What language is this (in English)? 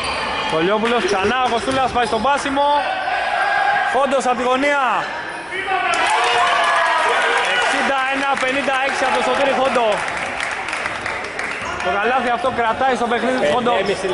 Greek